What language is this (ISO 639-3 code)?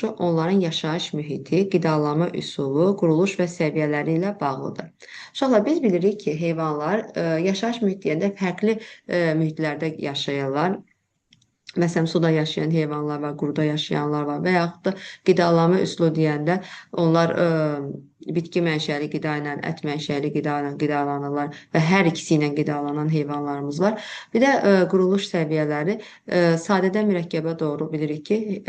aze